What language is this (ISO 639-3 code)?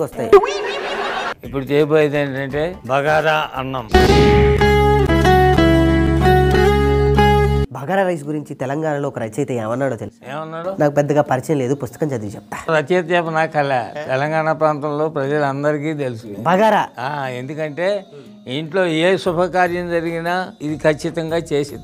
tel